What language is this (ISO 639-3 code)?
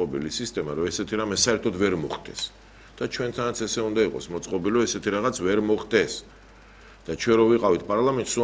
kat